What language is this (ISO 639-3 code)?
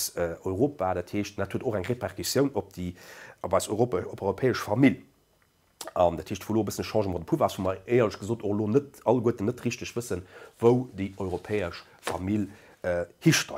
ltz